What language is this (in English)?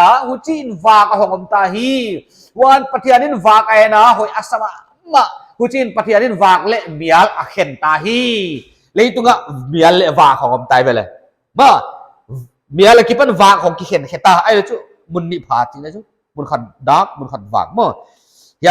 Paite Chin